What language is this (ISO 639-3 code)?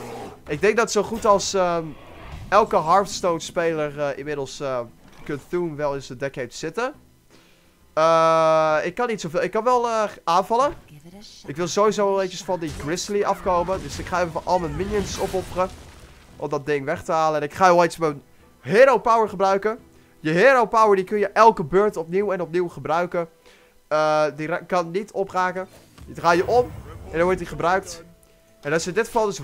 nld